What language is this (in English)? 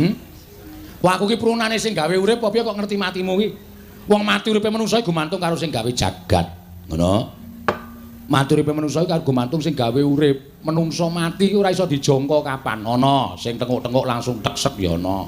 Javanese